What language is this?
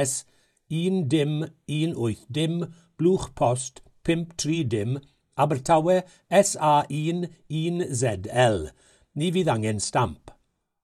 Welsh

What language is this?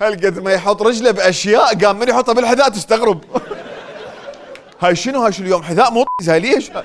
Mesopotamian Arabic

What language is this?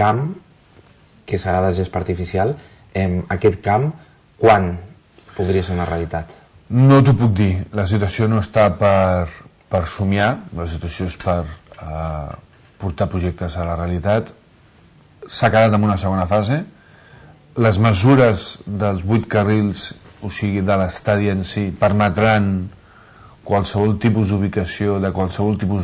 Catalan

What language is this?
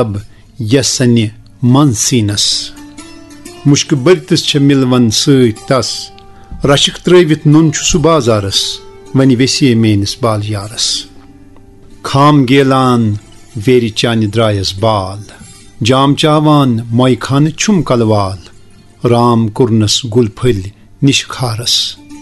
Kashmiri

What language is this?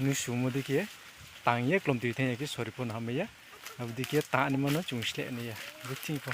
Riang (India)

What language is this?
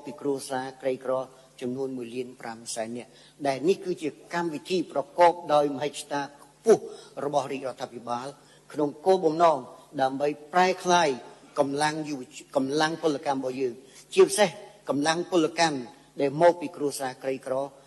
Khmer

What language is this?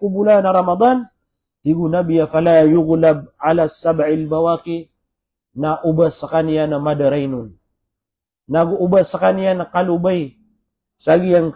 Maranao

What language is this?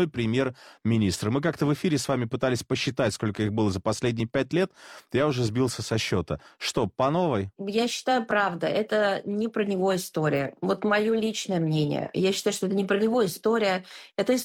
Russian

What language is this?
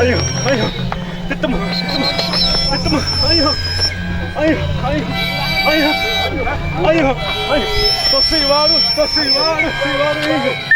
Xavánte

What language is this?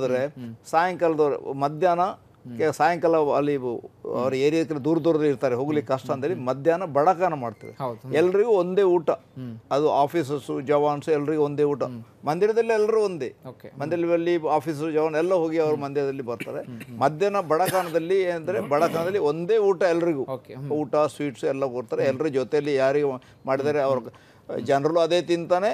Kannada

